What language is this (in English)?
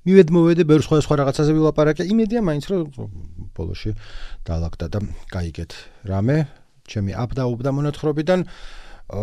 Georgian